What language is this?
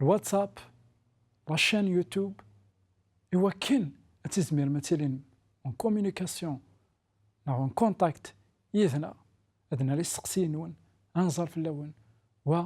Kabyle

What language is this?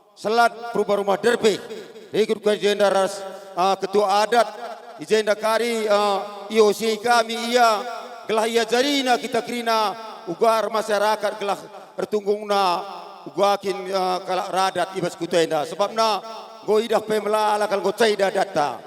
Batak Karo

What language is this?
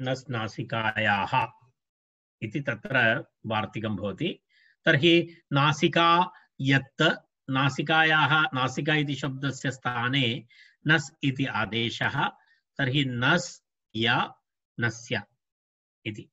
Sanskrit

